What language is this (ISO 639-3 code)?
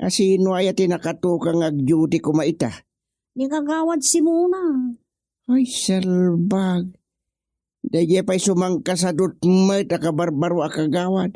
ilo